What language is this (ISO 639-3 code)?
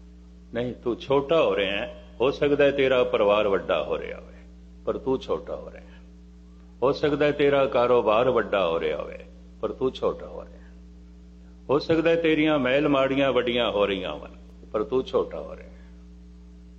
pan